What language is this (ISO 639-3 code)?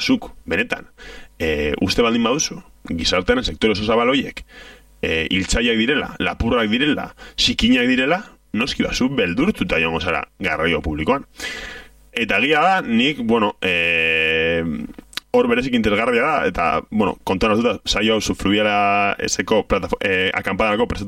eus